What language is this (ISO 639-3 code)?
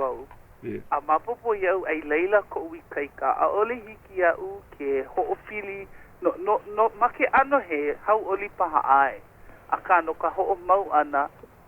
haw